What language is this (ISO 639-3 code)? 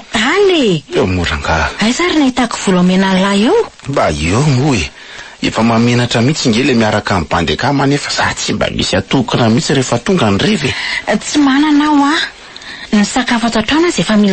mlg